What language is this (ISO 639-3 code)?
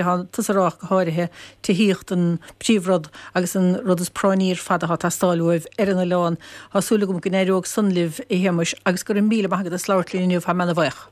gle